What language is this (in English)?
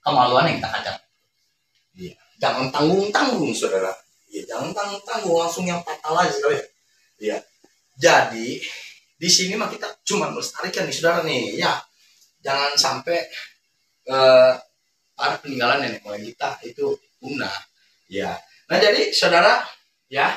Betawi